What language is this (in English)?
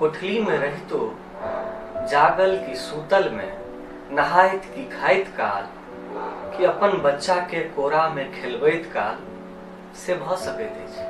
Maithili